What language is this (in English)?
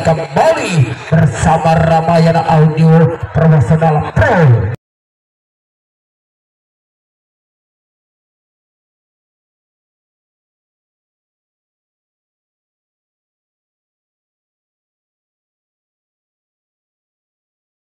Indonesian